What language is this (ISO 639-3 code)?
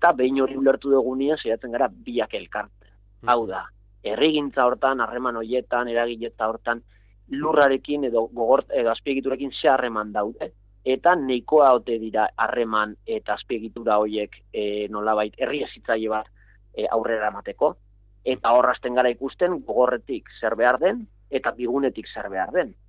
eus